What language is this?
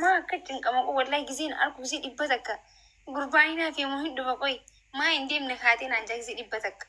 Oromo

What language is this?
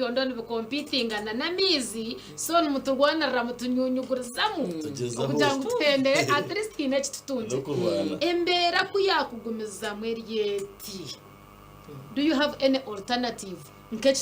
Nyankole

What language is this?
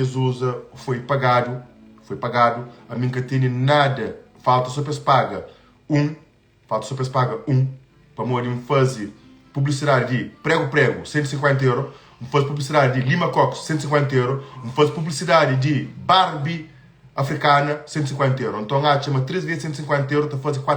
Kabuverdianu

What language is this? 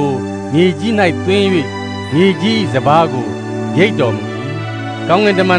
Burmese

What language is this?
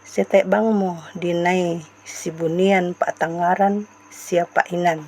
Toraja-Sa'dan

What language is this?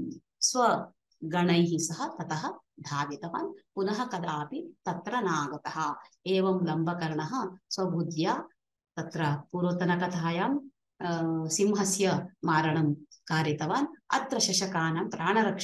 Sanskrit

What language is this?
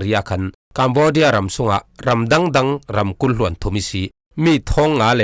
Falam Chin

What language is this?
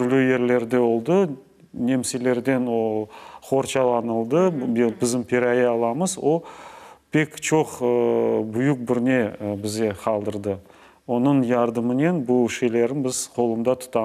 Crimean Tatar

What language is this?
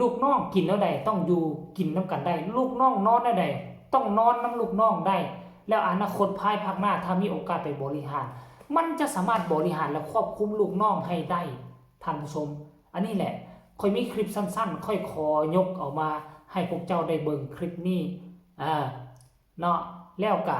Northeastern Thai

